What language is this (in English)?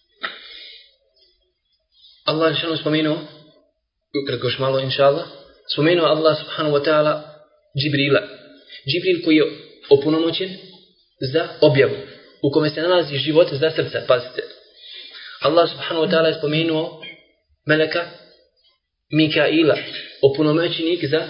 Bosnian